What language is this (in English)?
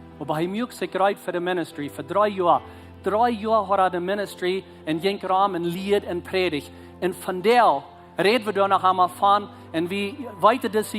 Plautdietsch